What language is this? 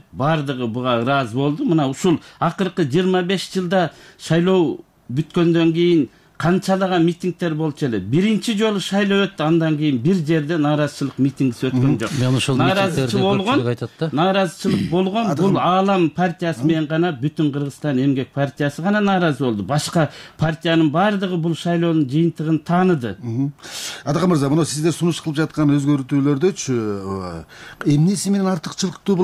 Kyrgyz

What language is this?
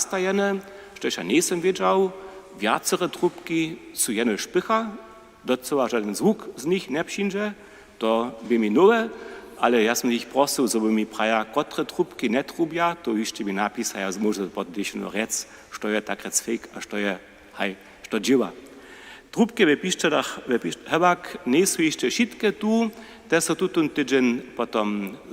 Upper Sorbian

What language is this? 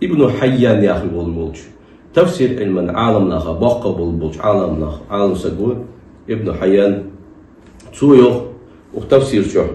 Ingush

